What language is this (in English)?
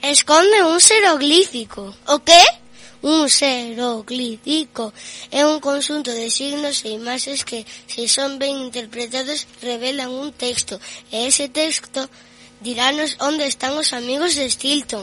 Galician